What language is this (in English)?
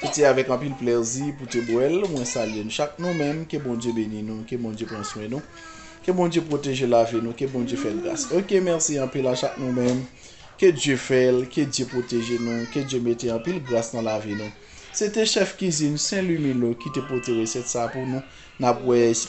Haitian Creole